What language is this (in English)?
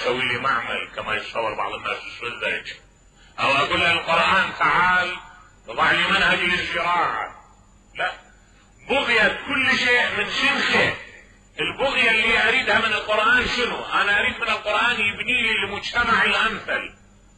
Mesopotamian Arabic